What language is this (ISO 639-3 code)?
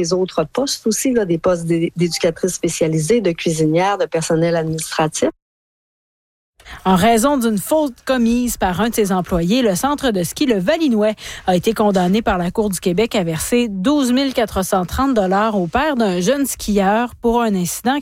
fra